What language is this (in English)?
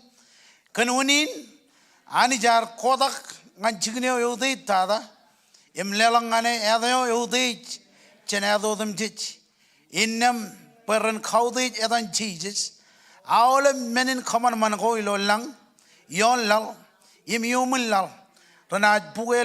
Marshallese